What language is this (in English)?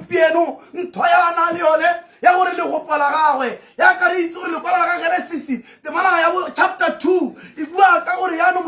Tswana